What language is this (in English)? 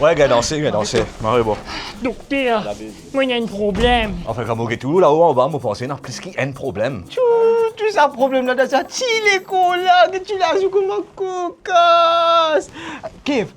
Morisyen